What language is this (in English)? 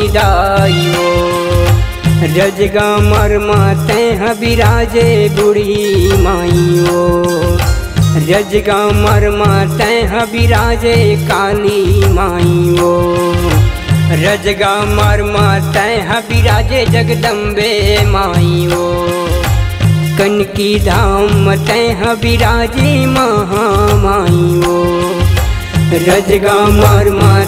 Chhattisgarhi